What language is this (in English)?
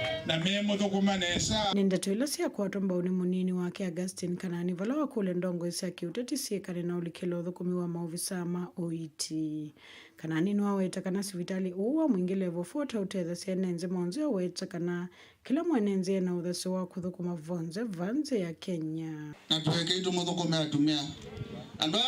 Kamba